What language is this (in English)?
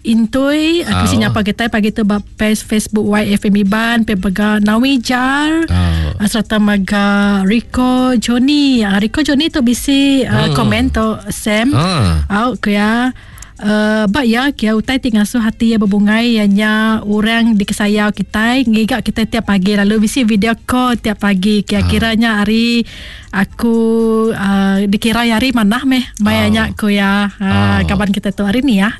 Iban